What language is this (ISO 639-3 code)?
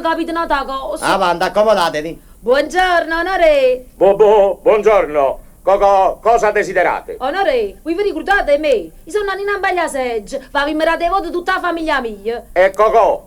nap